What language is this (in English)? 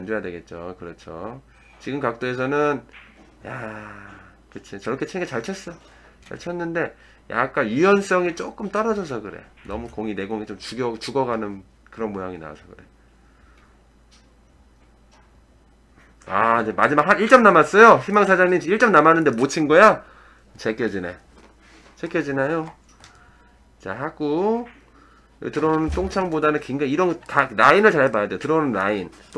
Korean